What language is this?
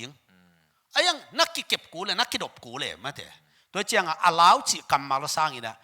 Tedim Chin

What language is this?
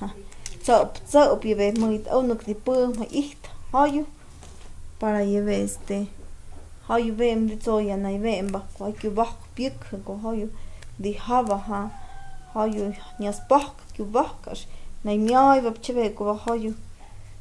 Totontepec Mixe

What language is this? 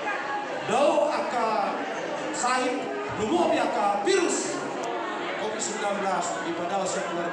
Batak Toba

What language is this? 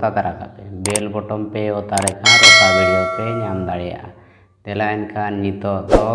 Santali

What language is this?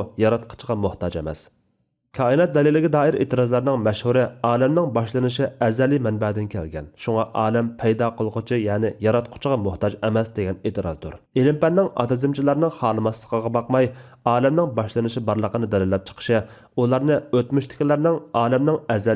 Uyghur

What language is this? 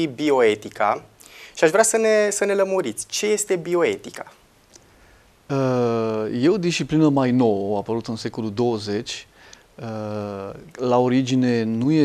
Romanian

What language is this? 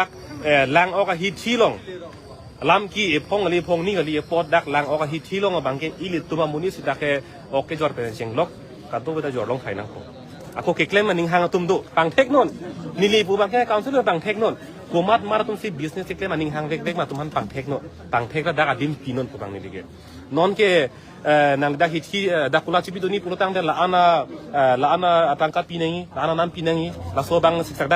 Karbi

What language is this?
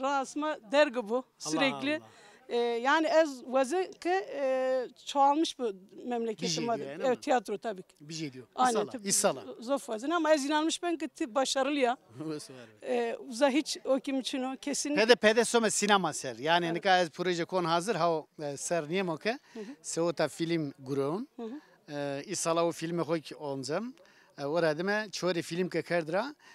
Zaza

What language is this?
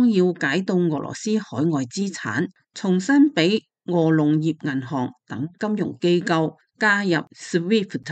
Cantonese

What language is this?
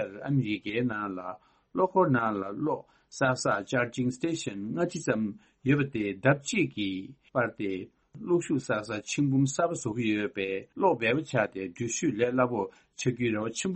Tibetan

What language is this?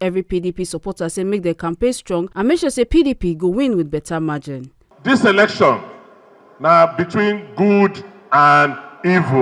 Nigerian Pidgin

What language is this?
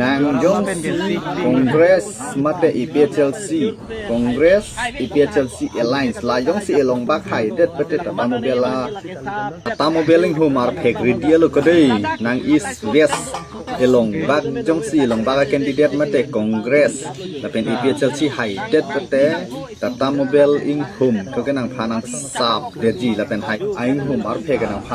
Karbi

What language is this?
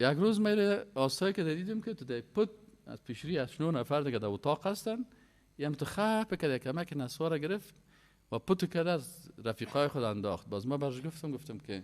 Persian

